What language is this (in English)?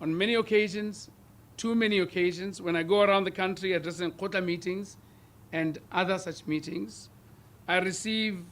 Tswana